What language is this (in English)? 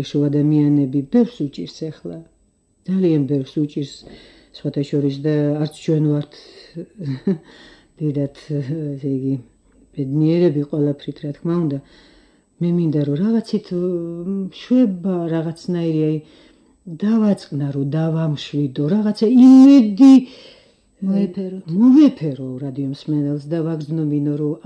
Georgian